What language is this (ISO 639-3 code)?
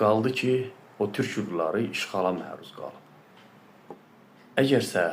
aze